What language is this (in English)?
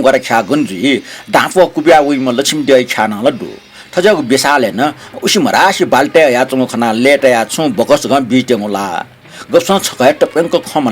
Newari